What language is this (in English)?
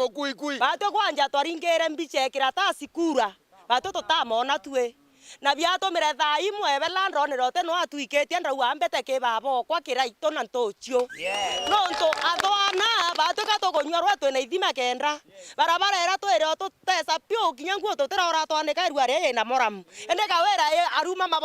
Meru